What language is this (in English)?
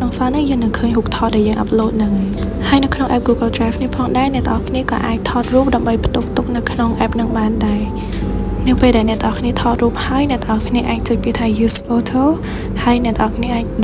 Khmer